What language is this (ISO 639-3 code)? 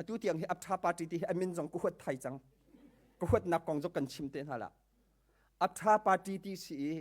cnh